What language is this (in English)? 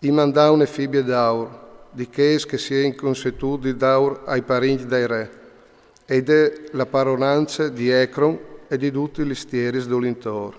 Friulian